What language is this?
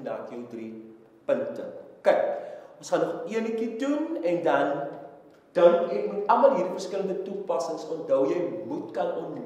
Afrikaans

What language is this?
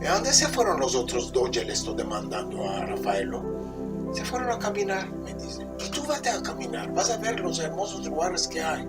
Ladino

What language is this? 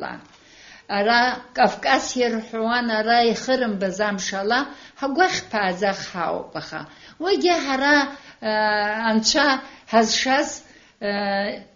Abkhazian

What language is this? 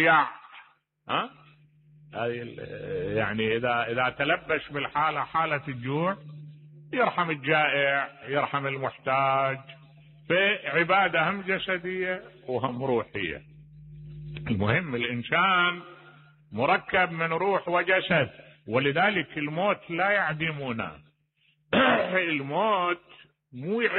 Mesopotamian Arabic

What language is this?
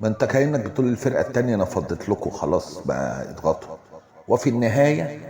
Egyptian Arabic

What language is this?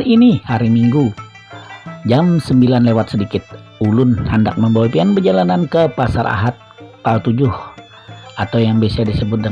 Banjar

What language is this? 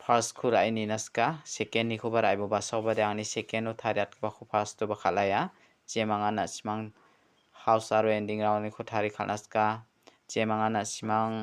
Garo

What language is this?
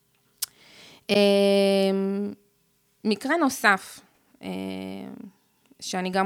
Hebrew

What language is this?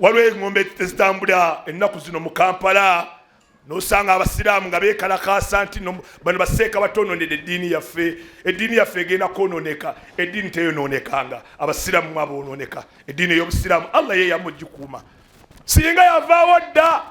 Ganda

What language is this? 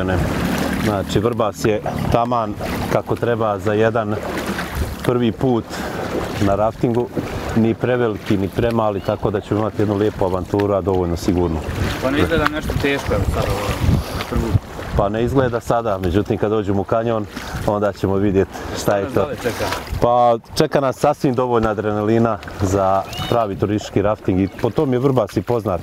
Bosnian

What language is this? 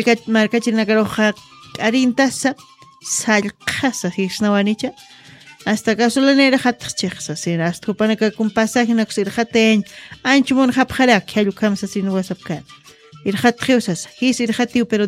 Aymara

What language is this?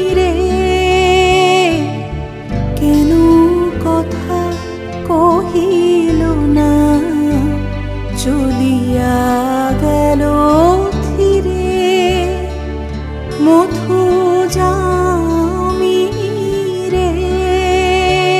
Bangla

